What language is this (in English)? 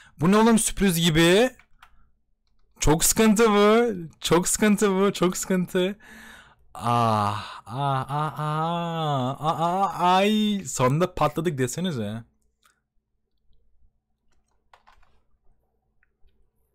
Turkish